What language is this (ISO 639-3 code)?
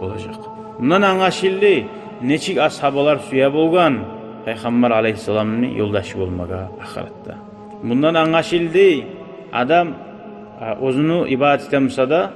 kum